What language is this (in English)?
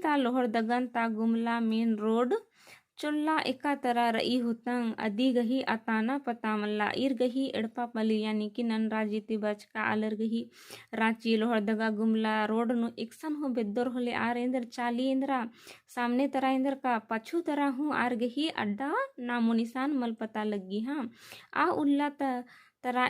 Kurukh